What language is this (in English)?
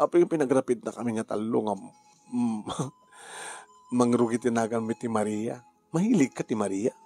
Iloko